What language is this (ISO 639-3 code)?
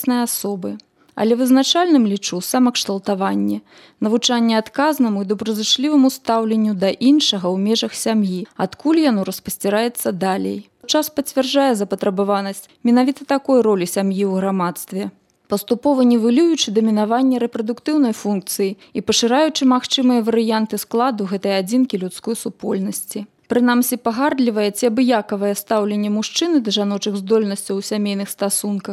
bel